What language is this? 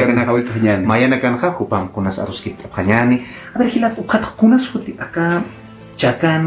Aymara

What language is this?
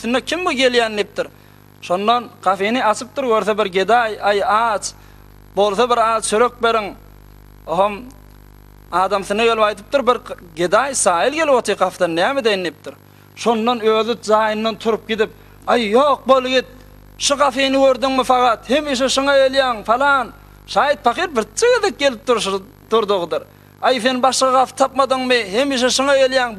Turkmen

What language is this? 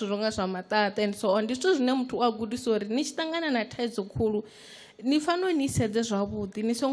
Venda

